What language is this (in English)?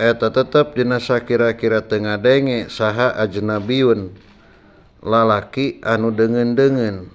Sundanese